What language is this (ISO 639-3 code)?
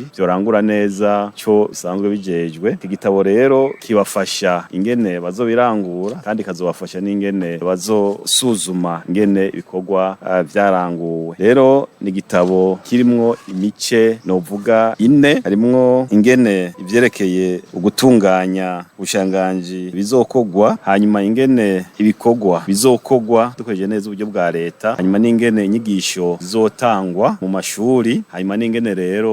run